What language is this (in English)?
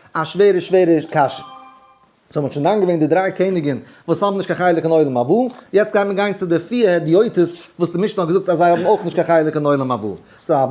Yiddish